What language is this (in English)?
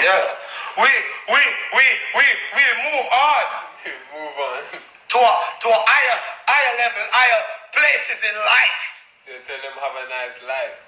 Jamaican Creole English